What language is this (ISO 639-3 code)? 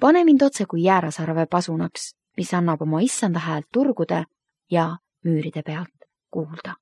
est